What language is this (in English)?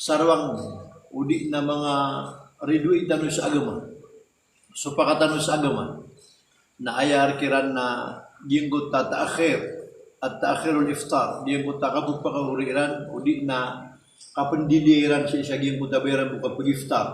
Maranao